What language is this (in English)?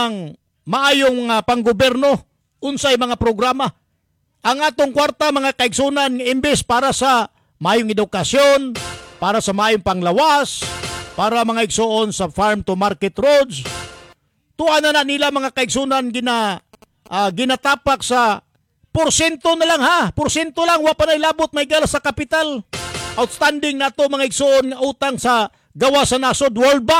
Cebuano